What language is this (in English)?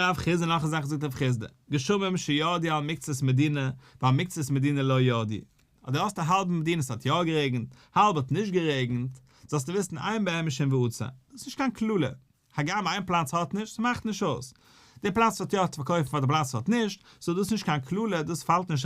Yiddish